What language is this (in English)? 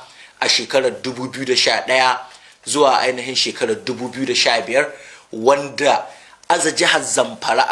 Hausa